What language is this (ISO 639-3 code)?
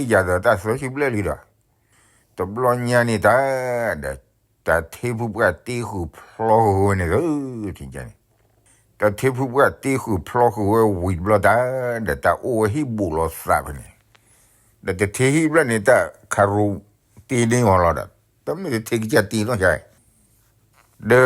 ksw